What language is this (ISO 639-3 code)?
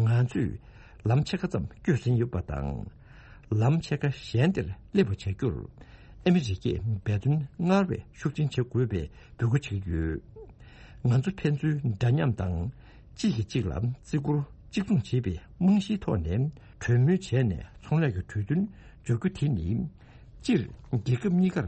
bod